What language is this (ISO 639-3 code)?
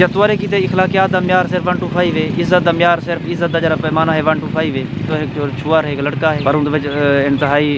skr